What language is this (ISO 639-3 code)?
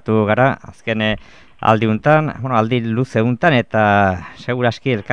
eus